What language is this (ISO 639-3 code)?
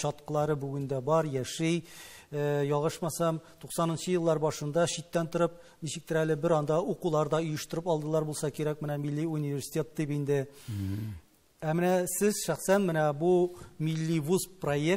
tat